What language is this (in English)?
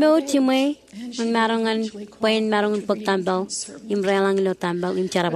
Marshallese